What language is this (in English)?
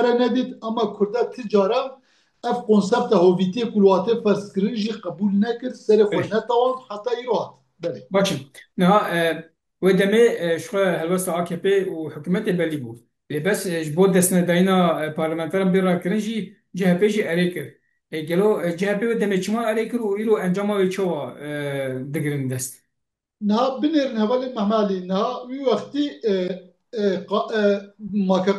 Kurdish